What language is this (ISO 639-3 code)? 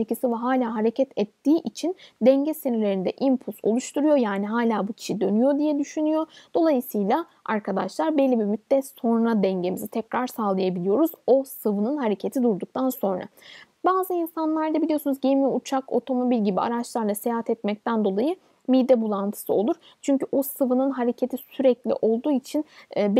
tur